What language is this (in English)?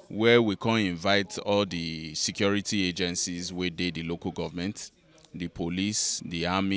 Nigerian Pidgin